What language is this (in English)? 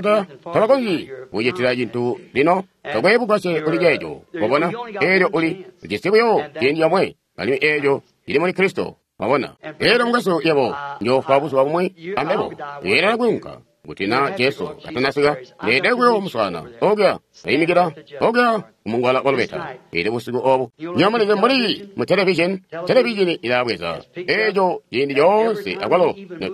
Tonga (Zambia)